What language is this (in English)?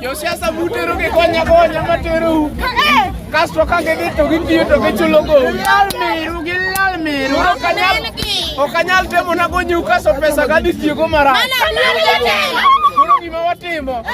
Luo (Kenya and Tanzania)